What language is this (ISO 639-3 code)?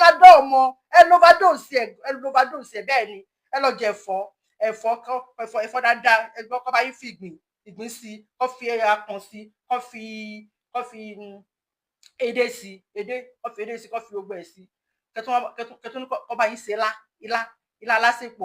yor